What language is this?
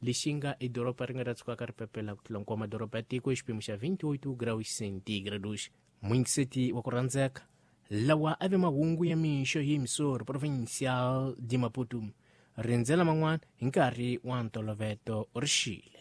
Tsonga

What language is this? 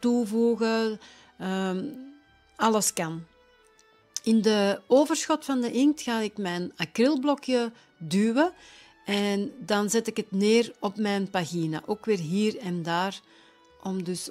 Dutch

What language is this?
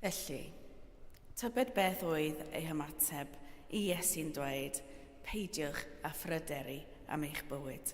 Welsh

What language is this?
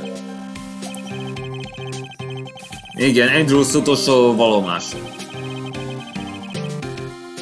Hungarian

